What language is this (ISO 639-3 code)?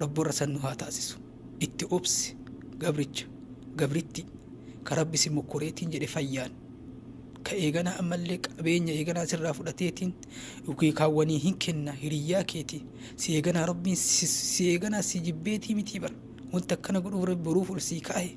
orm